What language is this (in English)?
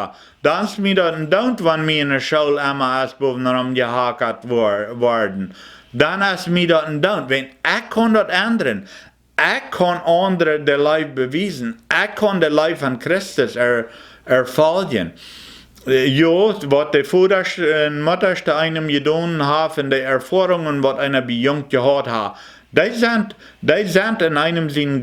Plautdietsch